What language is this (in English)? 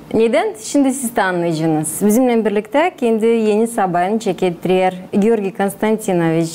Gagauz